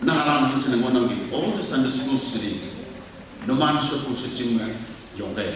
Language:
Konyak Naga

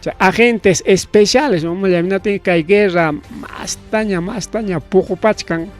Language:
Ayacucho Quechua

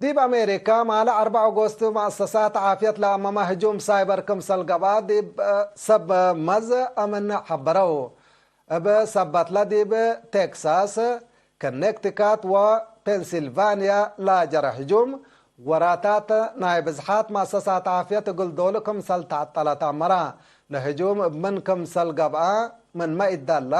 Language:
Tigre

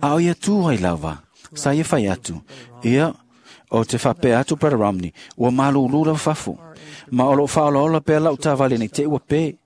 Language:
Samoan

